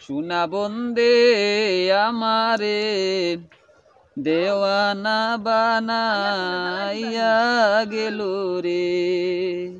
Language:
Sylheti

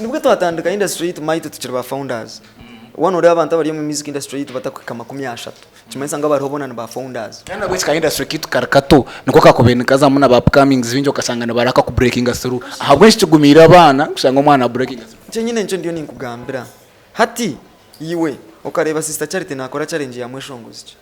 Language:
Nyankole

